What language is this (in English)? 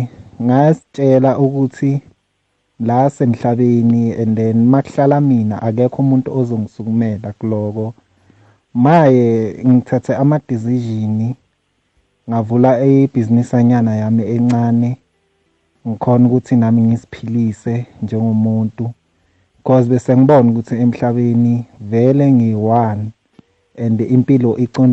South Ndebele